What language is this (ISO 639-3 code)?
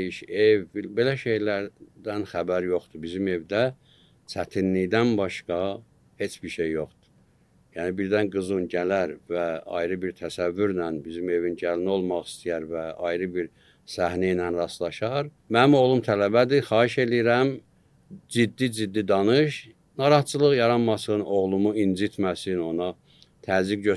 aze